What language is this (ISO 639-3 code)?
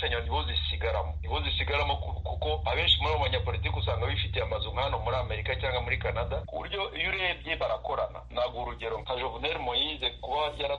kin